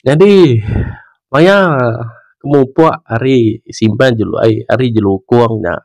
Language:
Iban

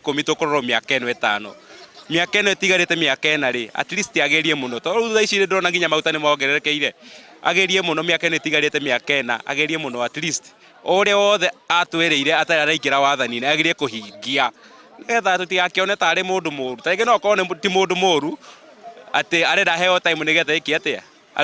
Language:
Kikuyu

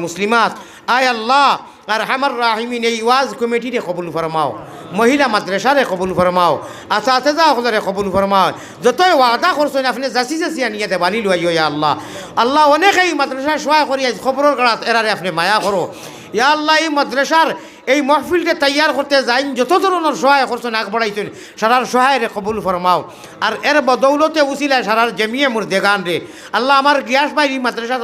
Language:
Sylheti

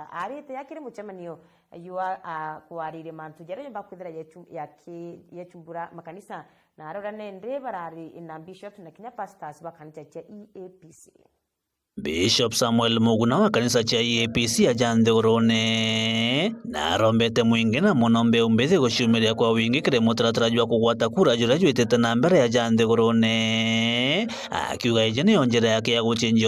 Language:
Meru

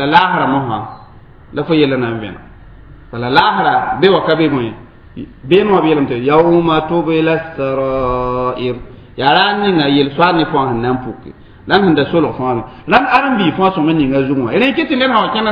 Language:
Mossi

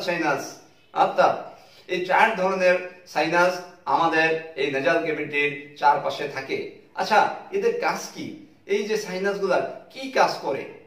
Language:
Bangla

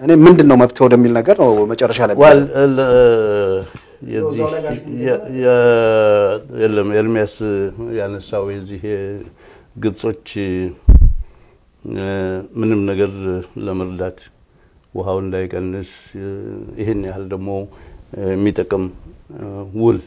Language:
Amharic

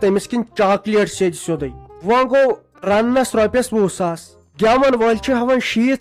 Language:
Kashmiri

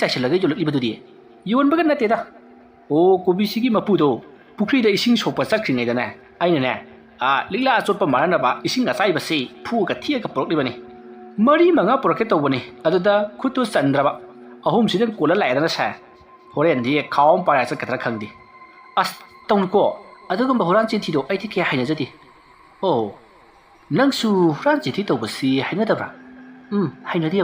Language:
Manipuri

